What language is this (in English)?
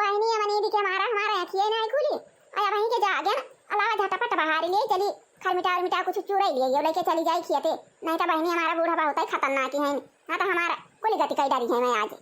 Awadhi